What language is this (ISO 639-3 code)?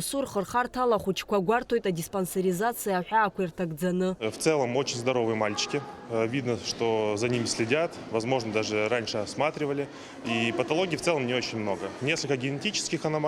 abk